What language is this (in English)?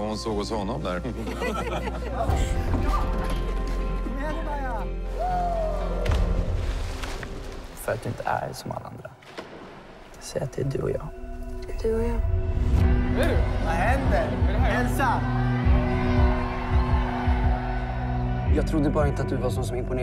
Swedish